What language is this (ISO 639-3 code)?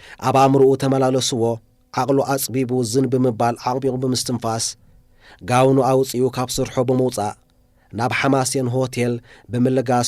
tir